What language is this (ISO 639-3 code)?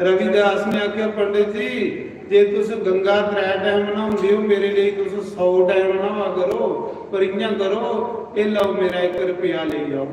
doi